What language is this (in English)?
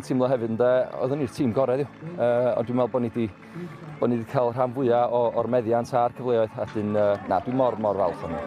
Welsh